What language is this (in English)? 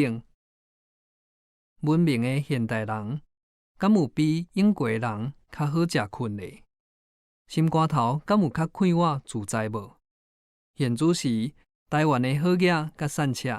Min Nan Chinese